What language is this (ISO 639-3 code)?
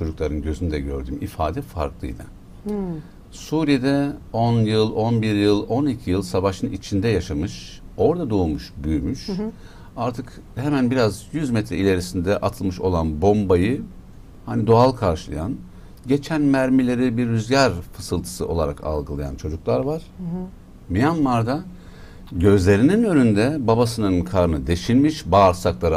tur